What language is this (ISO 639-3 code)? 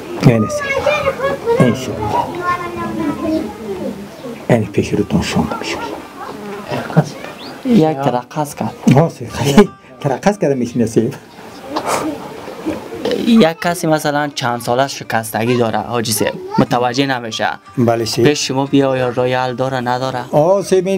fas